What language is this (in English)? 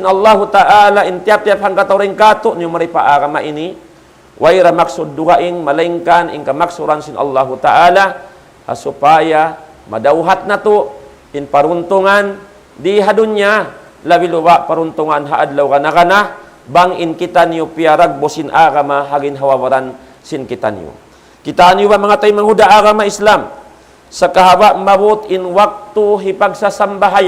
Tausug